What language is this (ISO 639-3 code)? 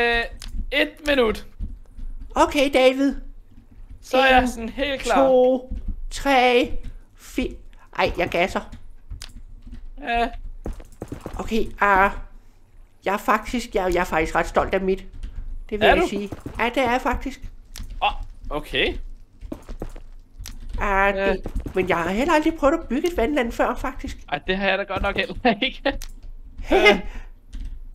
dan